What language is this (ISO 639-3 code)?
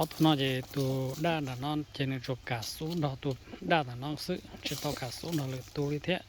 hmn